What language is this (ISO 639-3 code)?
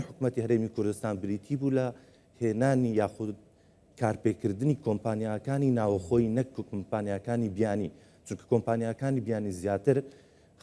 ckb